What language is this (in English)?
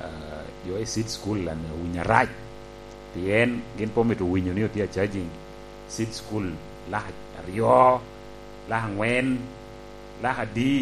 Lango (Uganda)